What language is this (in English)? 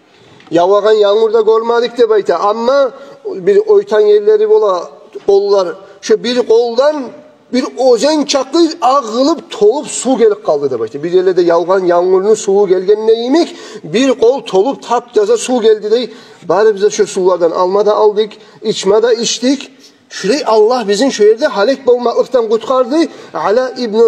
Kumyk